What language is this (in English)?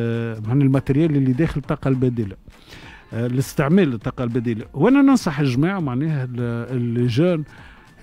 Tunisian Arabic